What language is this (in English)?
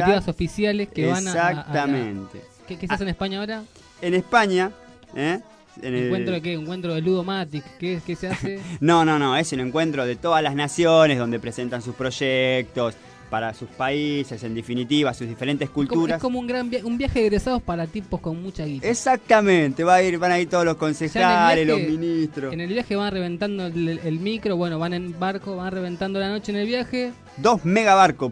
Spanish